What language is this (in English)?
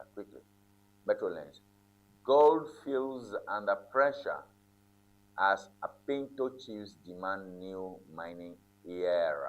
Ewe